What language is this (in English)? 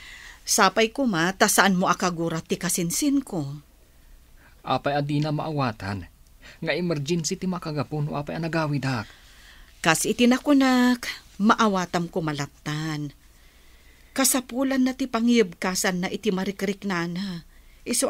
Iloko